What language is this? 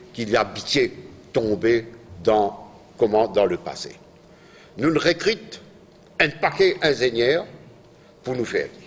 Morisyen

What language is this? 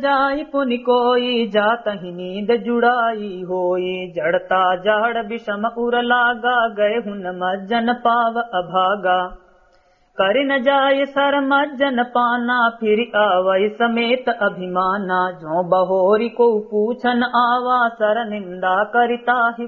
Awadhi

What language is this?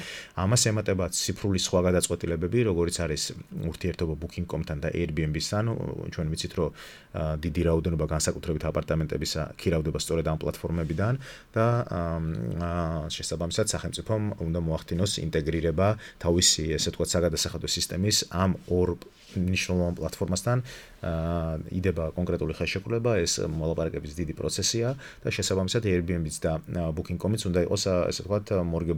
Georgian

